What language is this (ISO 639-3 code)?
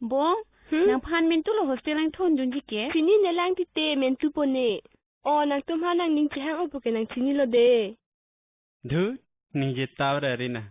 mjw